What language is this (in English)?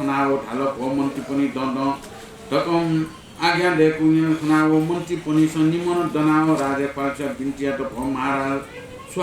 Newari